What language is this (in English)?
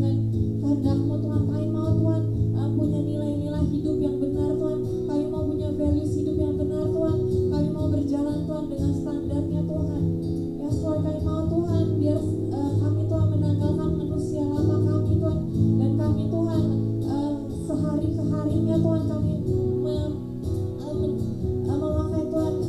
Indonesian